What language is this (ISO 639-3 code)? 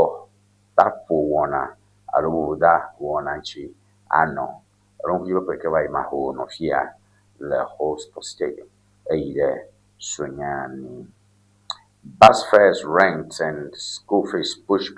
ewe